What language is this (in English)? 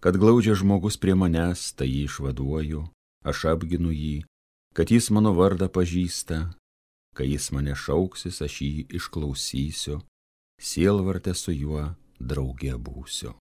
Lithuanian